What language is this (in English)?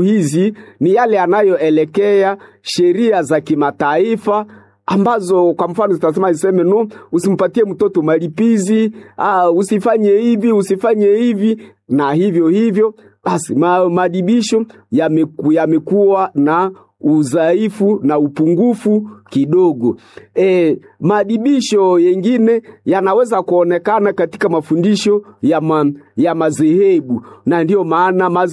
Swahili